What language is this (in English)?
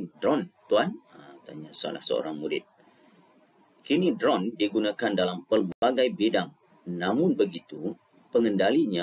Malay